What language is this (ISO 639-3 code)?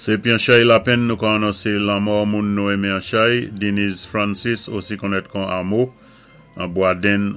acf